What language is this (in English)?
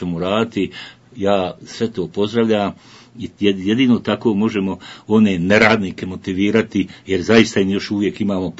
Bosnian